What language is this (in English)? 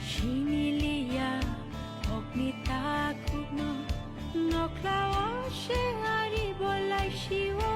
Kok Borok